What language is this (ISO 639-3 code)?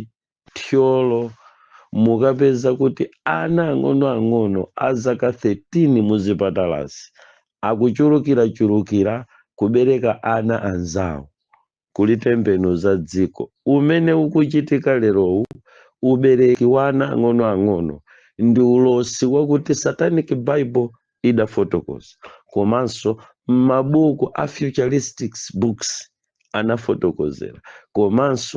nya